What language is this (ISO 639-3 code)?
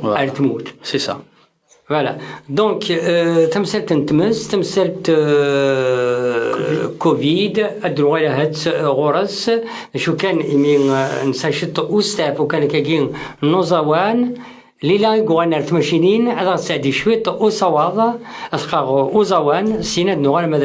kab